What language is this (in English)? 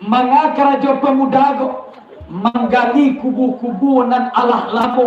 Minangkabau